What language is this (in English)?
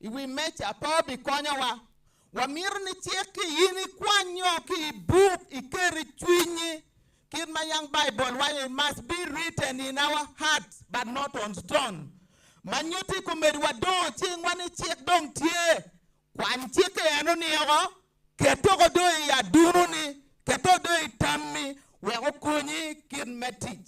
Acoli